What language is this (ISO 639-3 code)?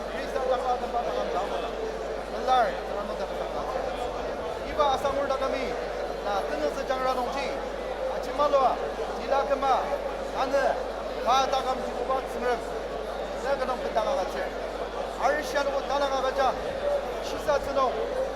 njo